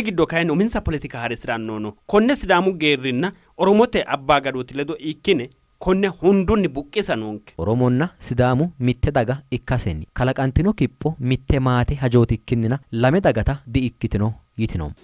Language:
Sidamo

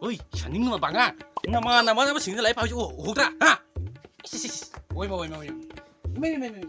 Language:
Manipuri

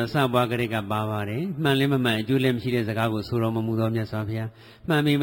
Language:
Burmese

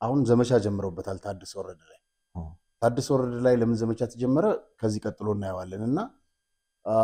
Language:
Amharic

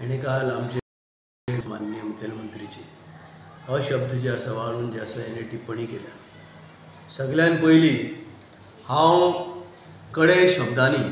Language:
Konkani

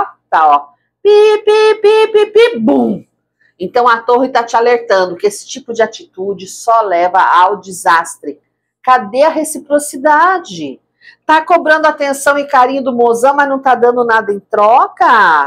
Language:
Portuguese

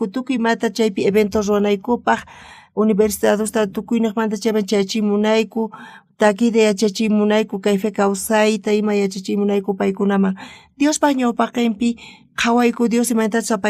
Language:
South Bolivian Quechua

